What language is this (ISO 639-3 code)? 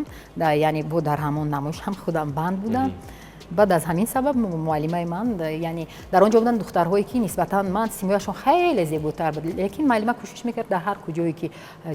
tgk